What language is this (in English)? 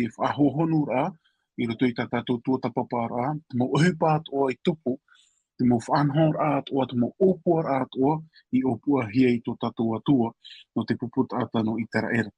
Tahitian